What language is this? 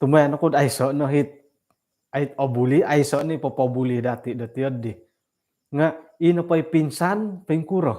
Central Dusun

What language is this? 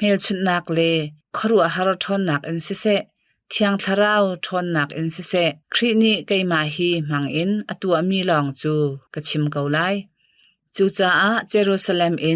Hakha Chin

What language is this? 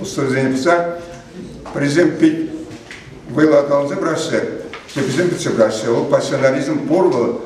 Chuvash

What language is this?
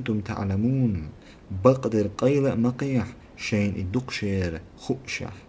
Chechen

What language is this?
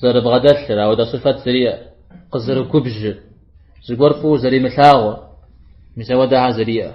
Kabardian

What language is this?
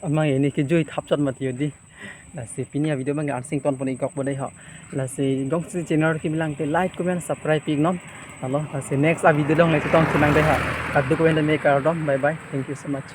Karbi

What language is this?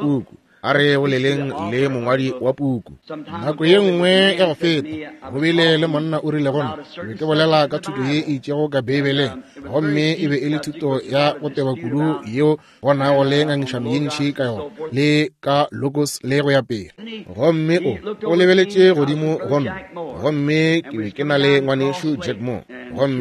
Northern Sotho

